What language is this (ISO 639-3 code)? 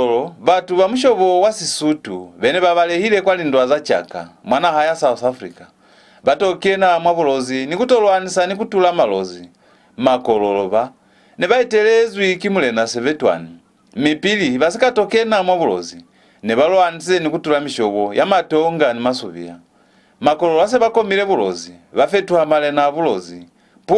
loz